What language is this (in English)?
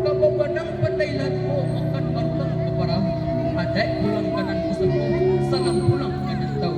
Minangkabau